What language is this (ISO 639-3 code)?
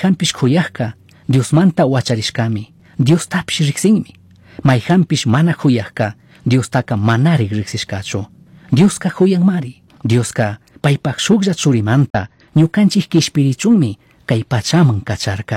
qug